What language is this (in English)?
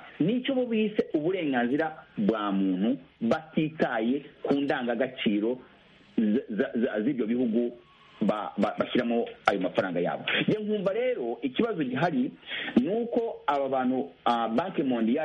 Kinyarwanda